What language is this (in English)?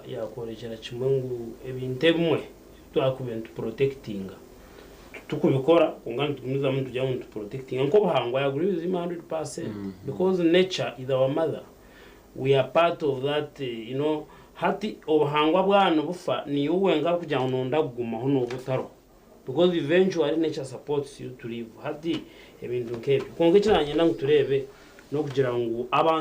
Nyankole